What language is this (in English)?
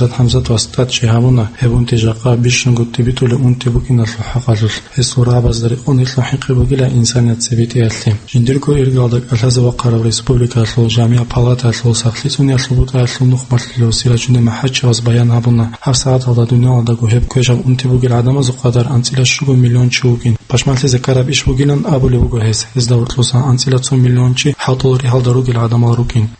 Avaric